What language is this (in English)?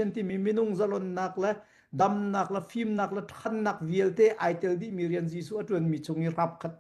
Hakha Chin